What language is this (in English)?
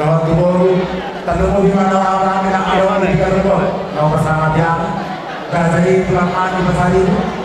Batak Toba